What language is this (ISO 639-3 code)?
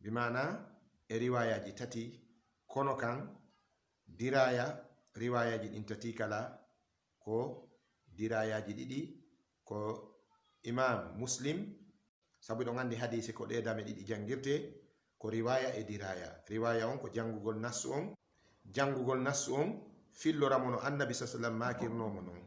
ful